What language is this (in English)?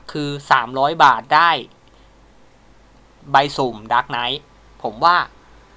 Thai